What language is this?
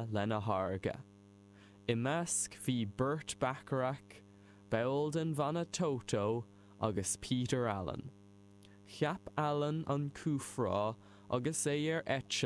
Irish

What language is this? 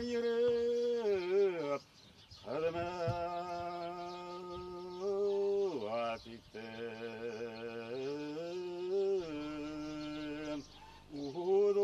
Bashkir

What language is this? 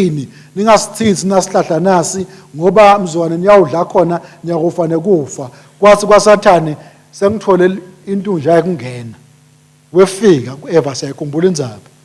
Swati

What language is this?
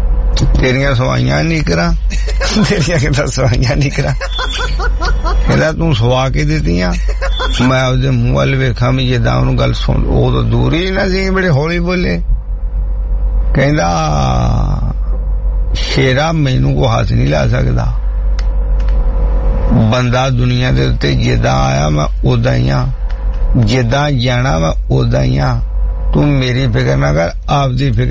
Punjabi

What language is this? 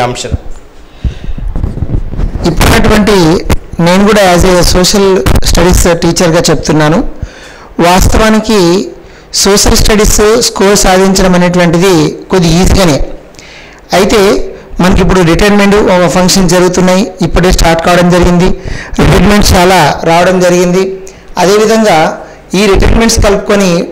Telugu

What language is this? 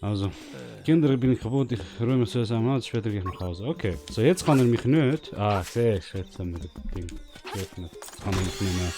Swiss German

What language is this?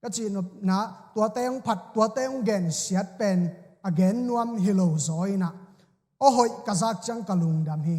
Tedim Chin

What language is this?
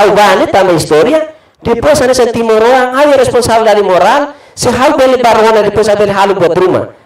Tetum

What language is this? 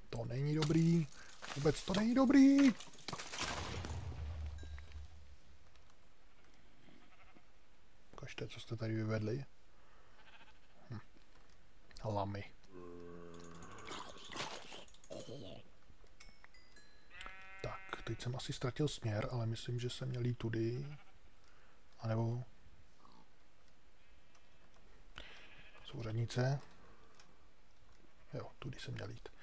Czech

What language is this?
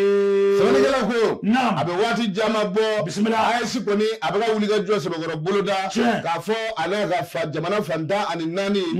Bambara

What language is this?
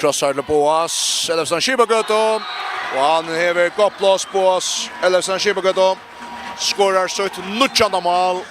Faroese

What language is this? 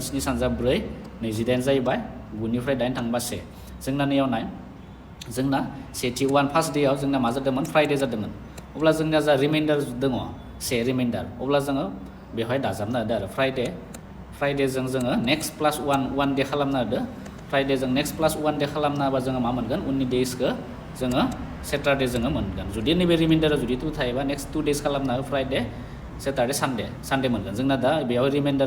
Bodo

